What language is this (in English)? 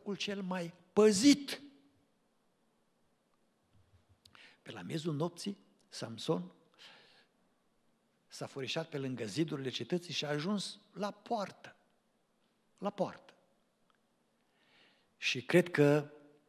Romanian